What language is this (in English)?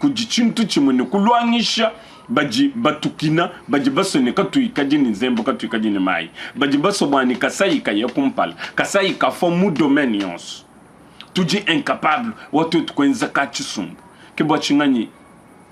Luba-Lulua